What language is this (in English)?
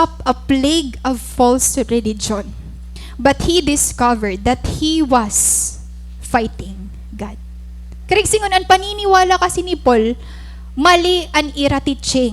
Waray